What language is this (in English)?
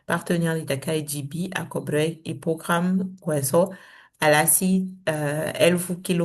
Saramaccan